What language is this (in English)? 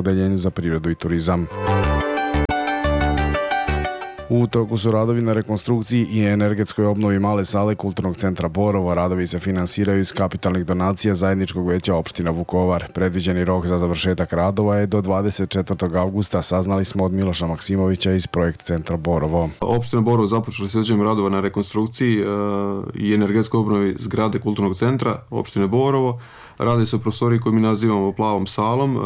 Serbian